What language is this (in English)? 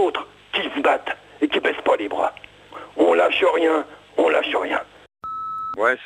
French